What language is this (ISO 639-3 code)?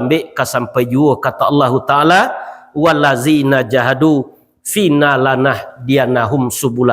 min